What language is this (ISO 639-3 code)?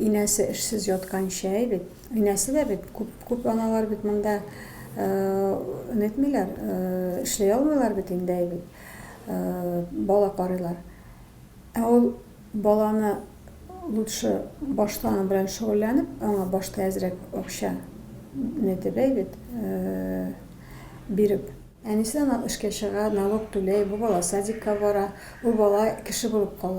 tat